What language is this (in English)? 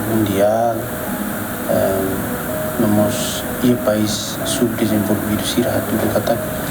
Tetum